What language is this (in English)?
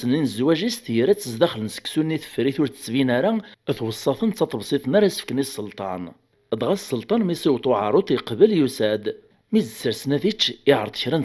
Kabyle